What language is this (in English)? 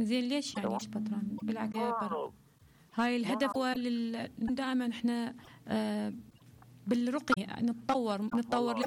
Mesopotamian Arabic